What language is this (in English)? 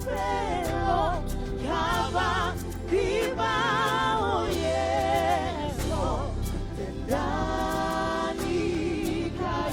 Venda